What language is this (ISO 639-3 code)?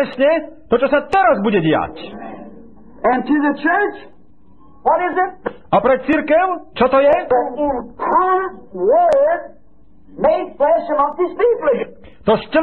slk